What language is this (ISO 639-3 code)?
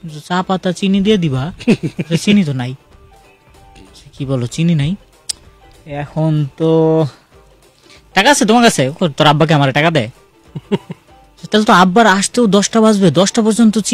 ben